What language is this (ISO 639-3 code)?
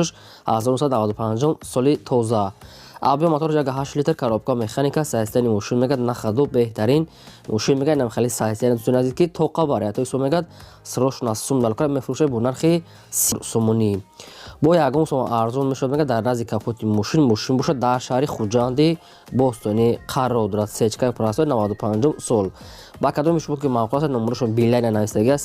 tgk